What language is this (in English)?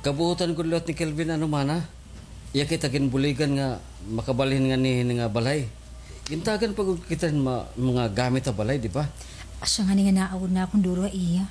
Waray